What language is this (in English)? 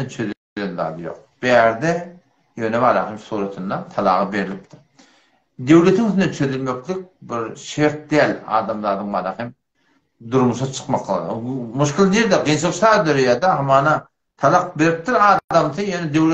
Turkmen